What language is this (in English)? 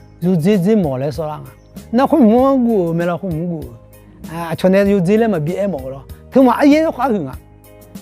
Akha